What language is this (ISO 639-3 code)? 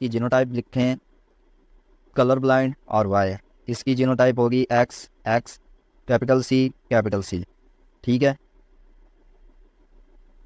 hin